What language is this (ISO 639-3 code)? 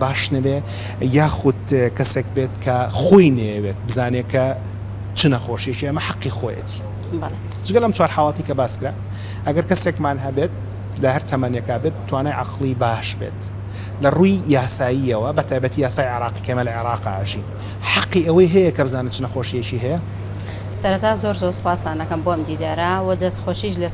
ckb